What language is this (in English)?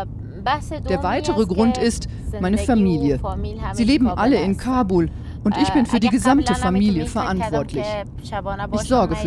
German